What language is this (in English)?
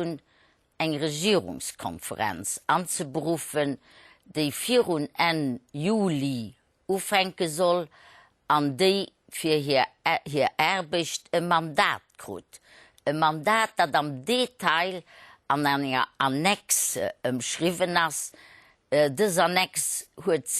Luxembourgish